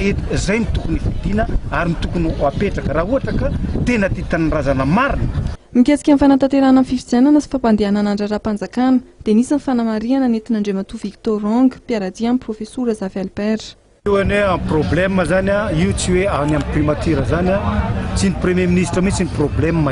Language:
Malagasy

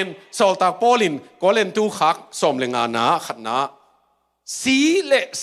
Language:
Tedim Chin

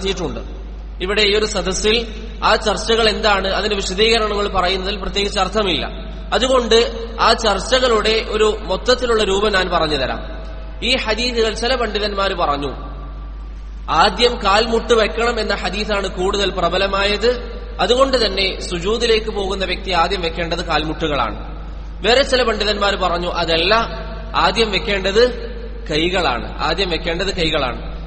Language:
Malayalam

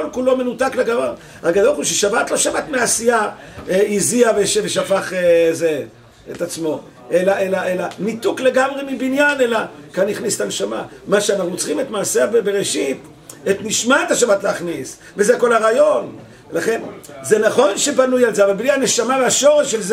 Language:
Hebrew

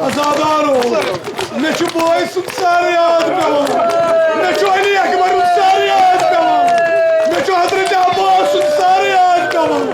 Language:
Kashmiri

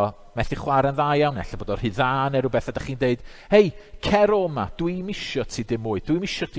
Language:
Welsh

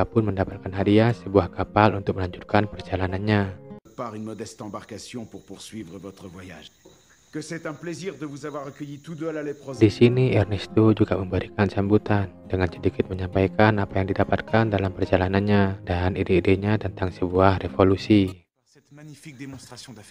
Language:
Indonesian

